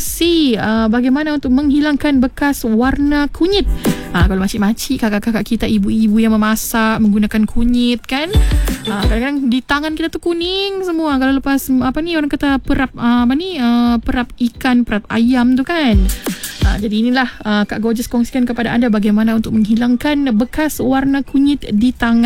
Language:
Malay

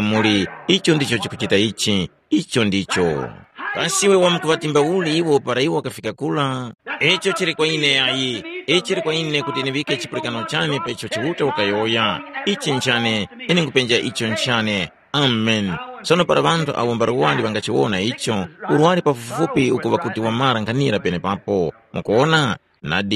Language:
Tumbuka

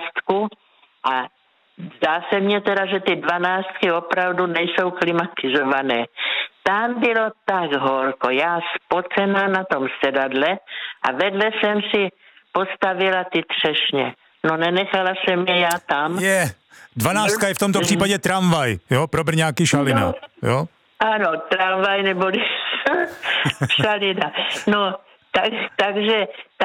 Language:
Czech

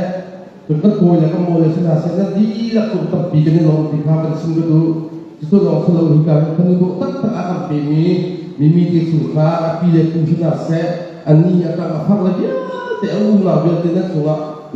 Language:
Hakha Chin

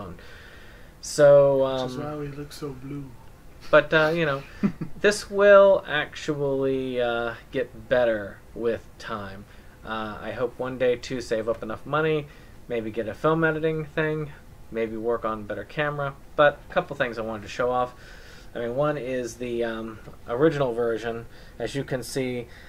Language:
English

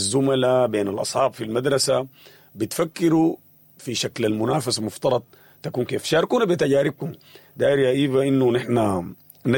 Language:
Sudanese Arabic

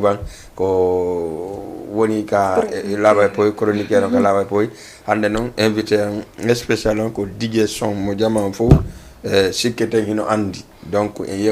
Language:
Fula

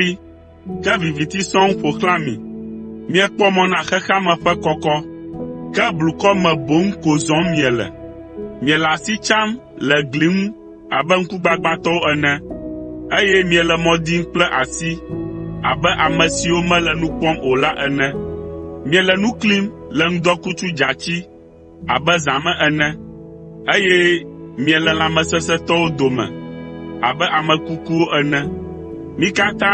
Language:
Ewe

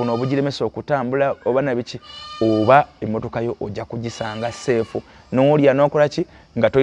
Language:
Ganda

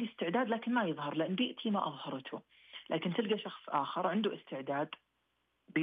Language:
Najdi Arabic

